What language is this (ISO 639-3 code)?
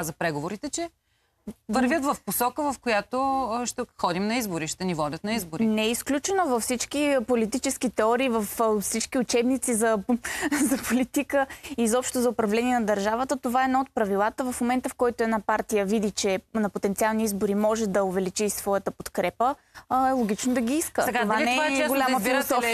bul